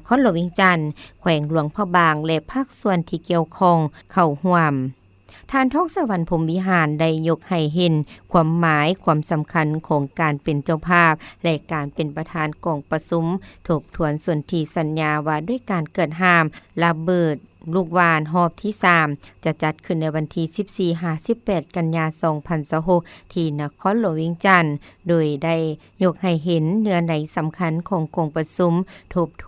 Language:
Lao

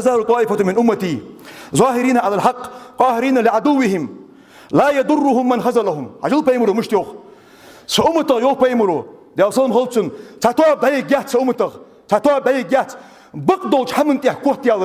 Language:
Ingush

